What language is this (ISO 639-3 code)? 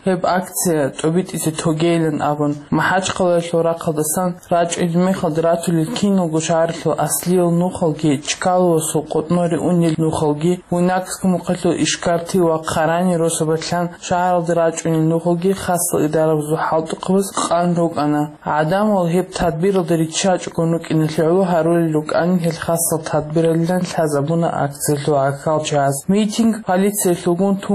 ava